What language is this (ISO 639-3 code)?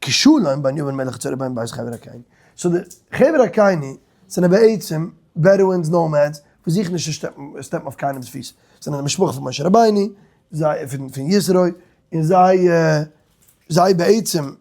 yid